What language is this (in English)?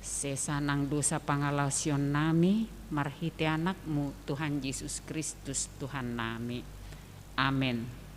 Batak Toba